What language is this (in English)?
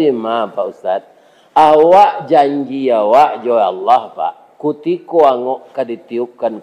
Minangkabau